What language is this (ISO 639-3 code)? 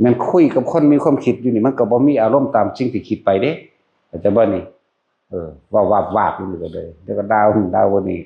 tts